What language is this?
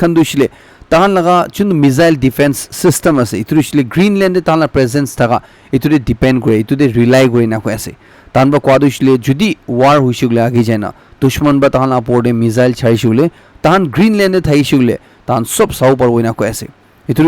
Naga Pidgin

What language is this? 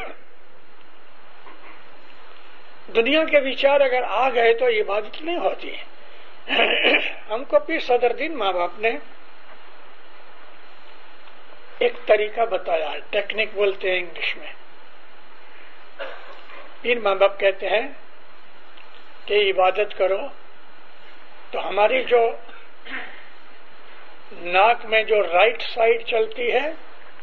Urdu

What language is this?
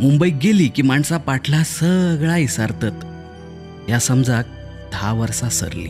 Konkani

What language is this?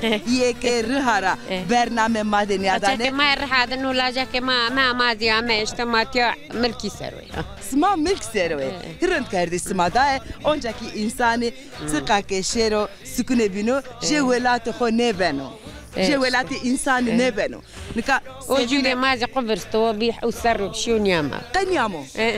Zaza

